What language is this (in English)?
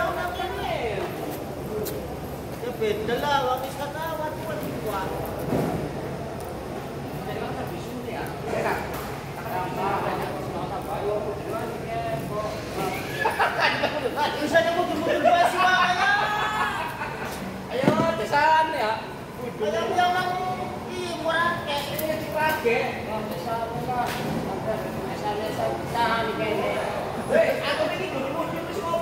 Indonesian